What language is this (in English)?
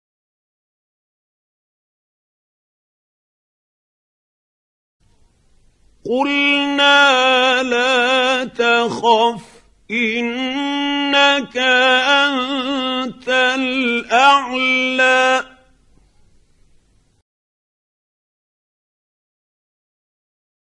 Arabic